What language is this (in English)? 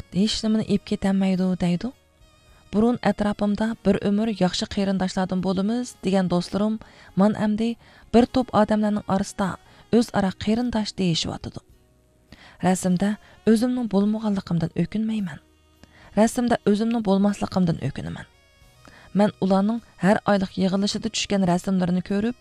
Uyghur